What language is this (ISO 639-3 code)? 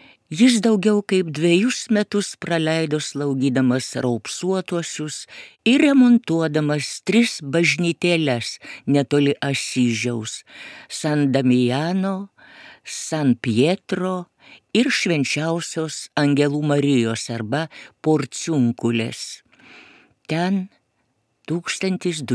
lit